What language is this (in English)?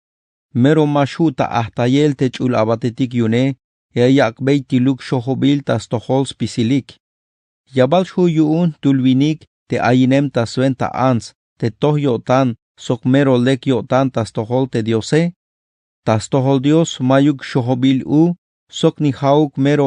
Tzeltal